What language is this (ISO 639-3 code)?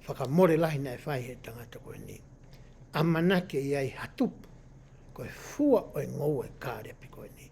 ton